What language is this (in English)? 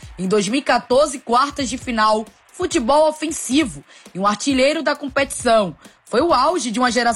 Portuguese